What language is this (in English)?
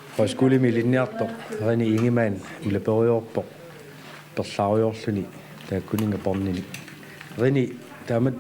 Kalaallisut